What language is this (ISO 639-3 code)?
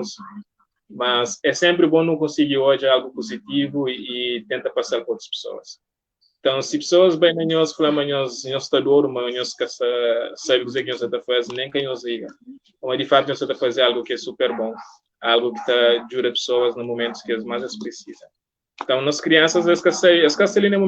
kea